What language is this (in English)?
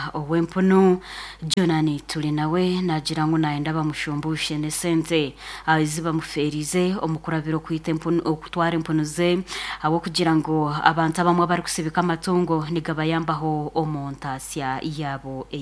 Nyankole